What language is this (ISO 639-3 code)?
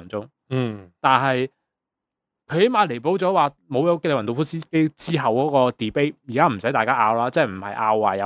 yue